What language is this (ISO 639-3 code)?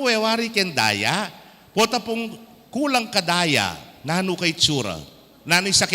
pam